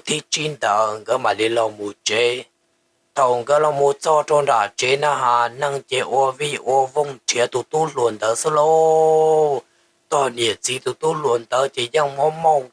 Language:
Hmong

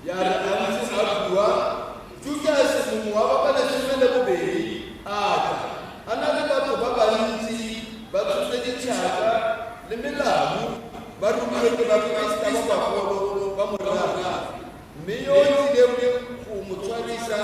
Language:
Tswana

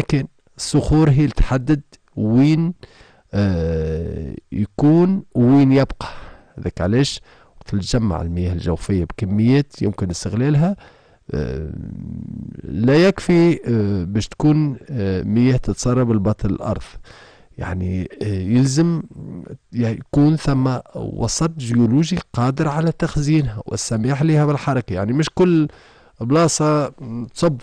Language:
Tunisian Arabic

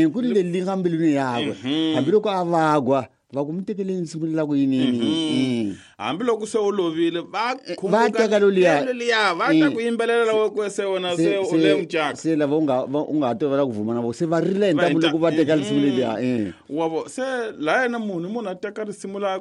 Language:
Tsonga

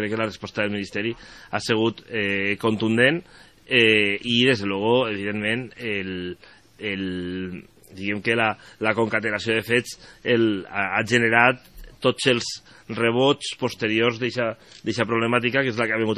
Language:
Catalan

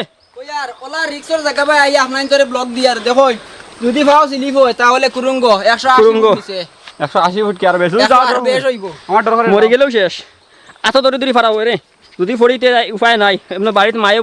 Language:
Sylheti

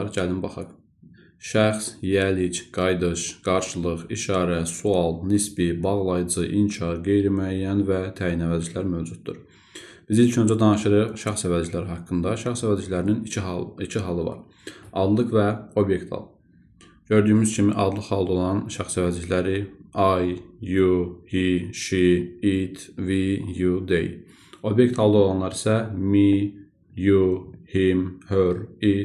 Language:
Azerbaijani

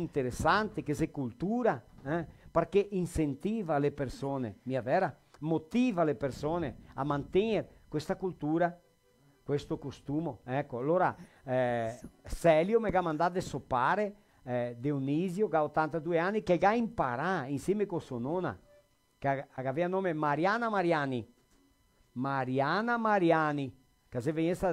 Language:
Venetian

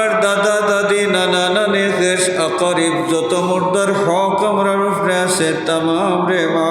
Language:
Sylheti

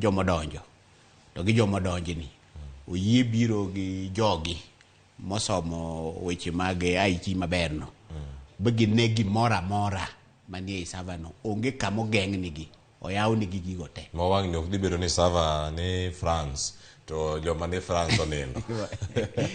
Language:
Luo (Kenya and Tanzania)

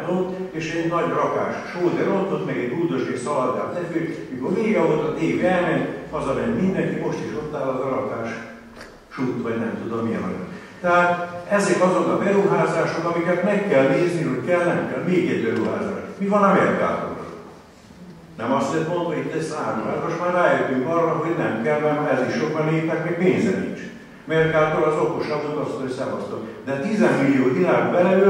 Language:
Hungarian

